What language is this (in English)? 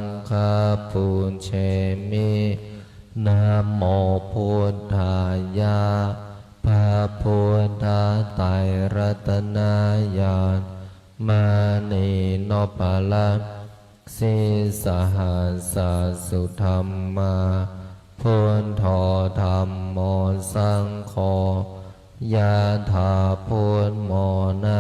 Pali